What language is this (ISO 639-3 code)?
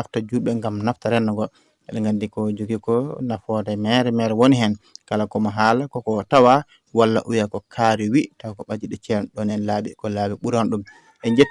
ful